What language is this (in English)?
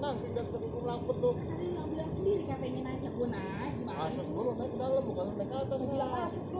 Betawi